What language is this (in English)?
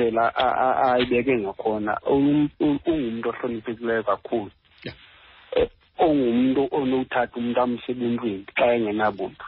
Xhosa